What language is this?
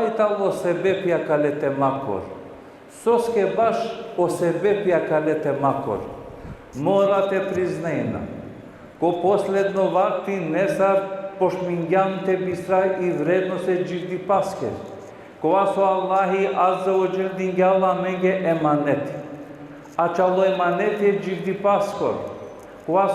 Balkan Romani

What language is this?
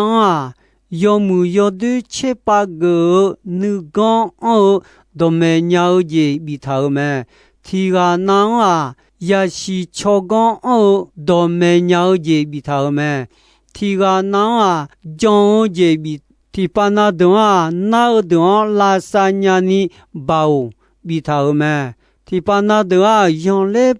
Akha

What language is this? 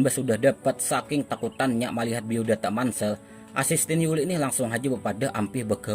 Banjar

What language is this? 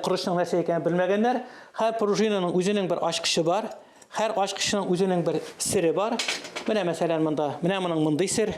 Tatar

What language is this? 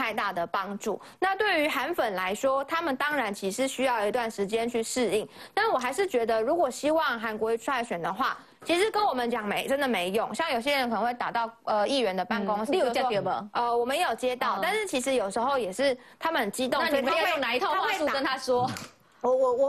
Chinese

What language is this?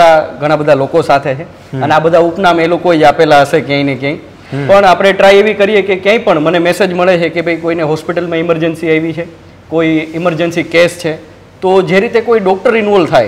Gujarati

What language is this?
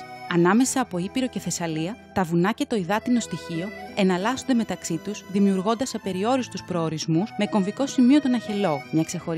Greek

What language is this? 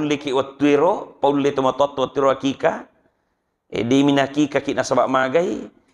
Buginese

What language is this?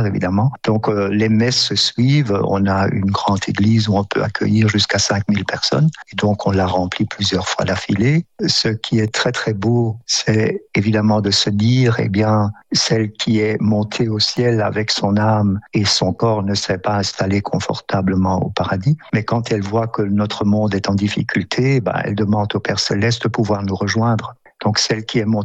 French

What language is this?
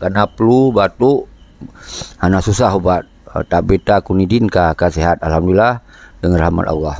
Achinese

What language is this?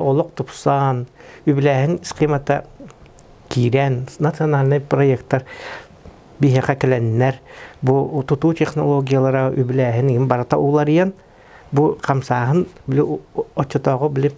Yakut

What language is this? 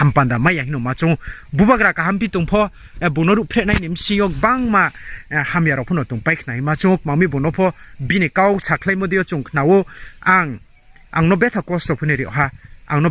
Riang (India)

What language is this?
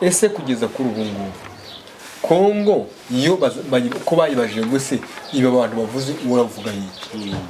Kinyarwanda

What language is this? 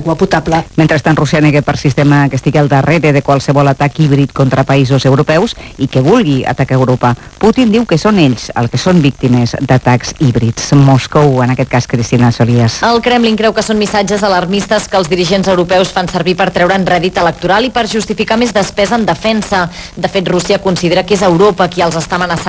Catalan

